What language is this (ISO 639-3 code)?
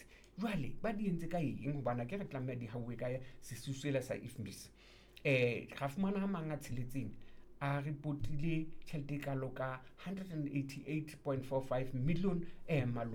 sot